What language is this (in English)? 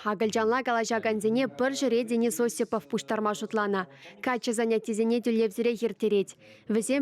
Chuvash